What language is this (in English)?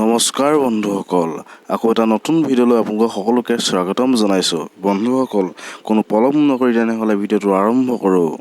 Assamese